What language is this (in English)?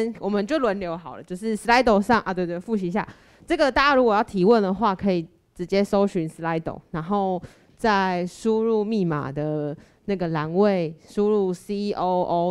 Chinese